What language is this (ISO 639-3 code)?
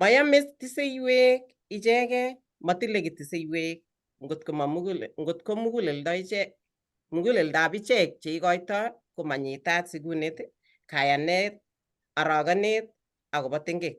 kln